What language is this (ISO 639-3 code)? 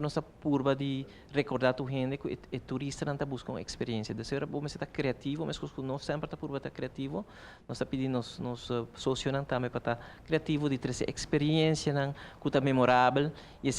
pap